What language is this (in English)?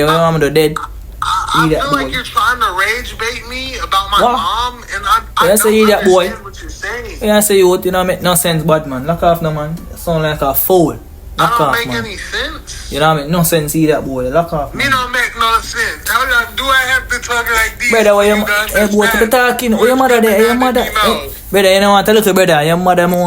Jamaican Creole English